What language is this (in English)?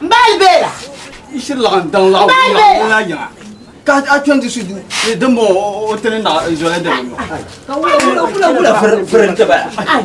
Dagbani